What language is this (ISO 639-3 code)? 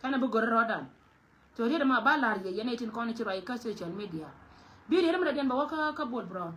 nus